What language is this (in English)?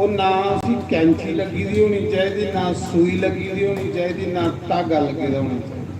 Dogri